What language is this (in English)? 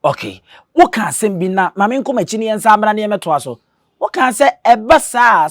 Akan